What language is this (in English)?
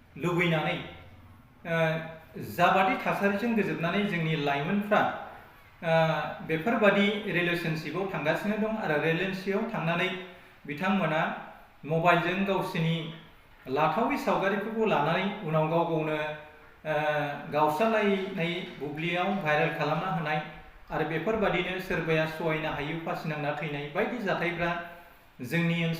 Bodo